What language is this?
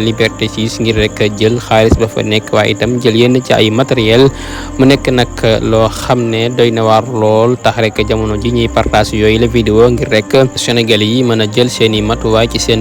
Wolof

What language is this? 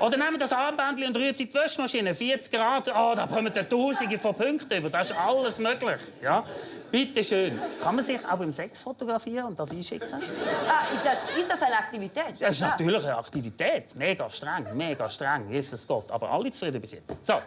Swiss German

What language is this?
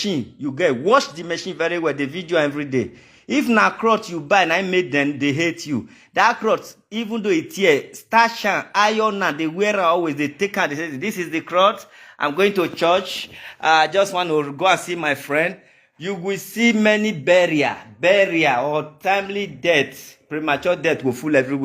Nigerian Pidgin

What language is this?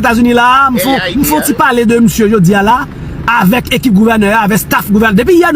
Haitian Creole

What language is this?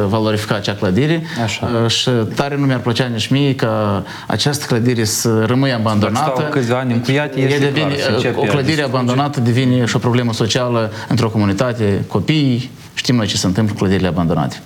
Romanian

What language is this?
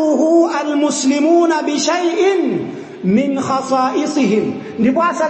Nyanja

